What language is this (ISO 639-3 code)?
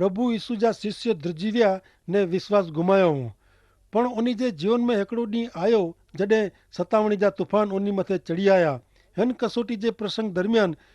kfr